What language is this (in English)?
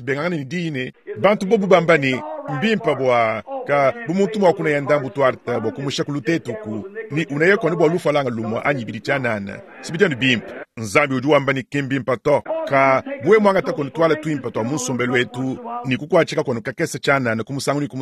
Luba-Lulua